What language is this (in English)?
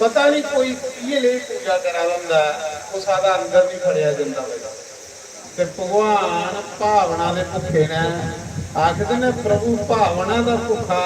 Dogri